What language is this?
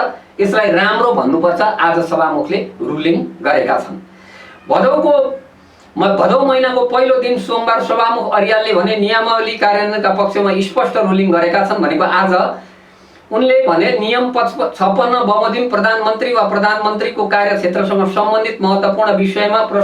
Nepali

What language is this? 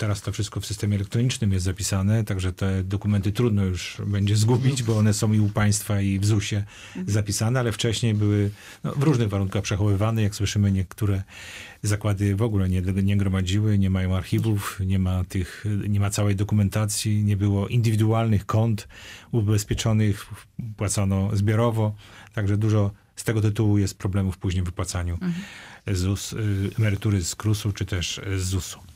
Polish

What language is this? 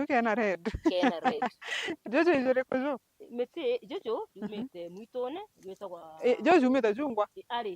Meru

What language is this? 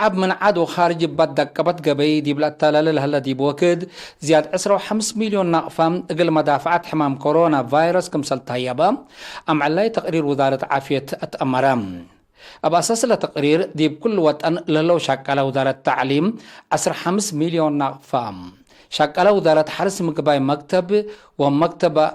Tigre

